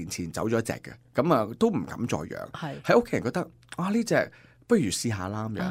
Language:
Cantonese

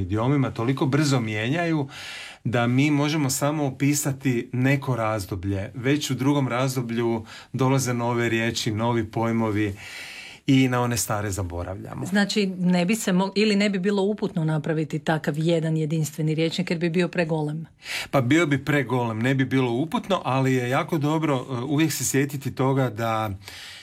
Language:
Croatian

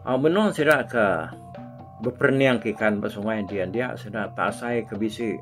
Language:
Iban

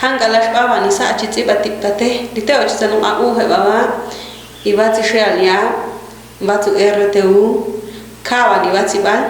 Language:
Ixil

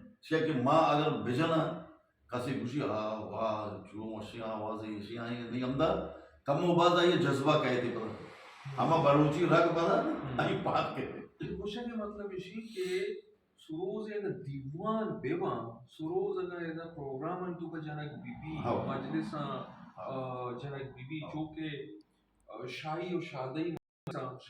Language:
Baluchi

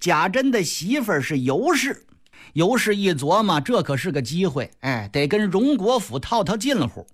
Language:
Chinese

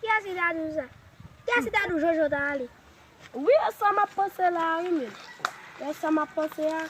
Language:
Haitian Creole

